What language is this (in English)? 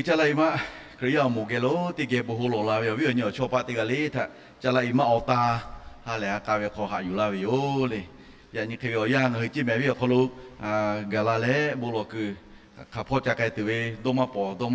Lahu